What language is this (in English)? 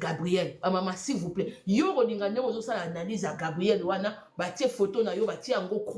Lingala